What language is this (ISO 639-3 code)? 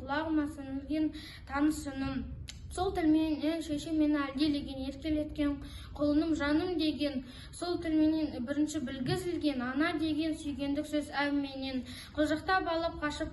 kaz